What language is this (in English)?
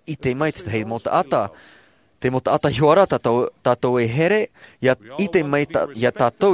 Tahitian